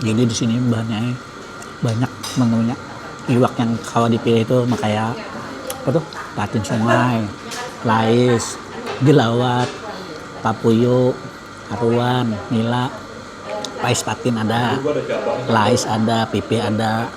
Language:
Banjar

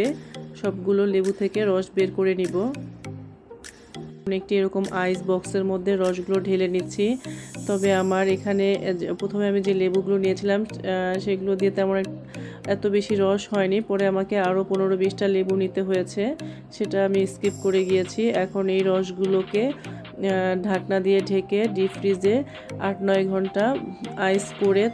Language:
Bangla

